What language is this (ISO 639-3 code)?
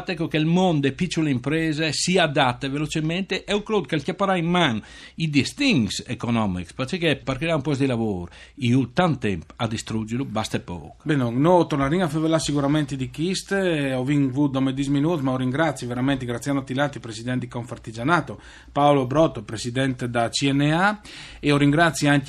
fur